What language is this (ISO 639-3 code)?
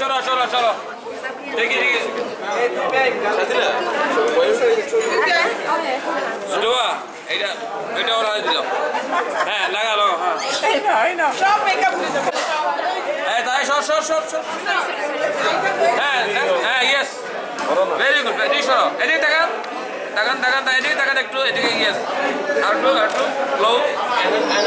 ben